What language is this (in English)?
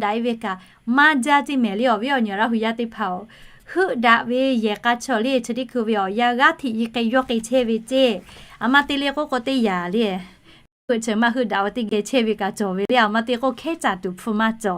Lahu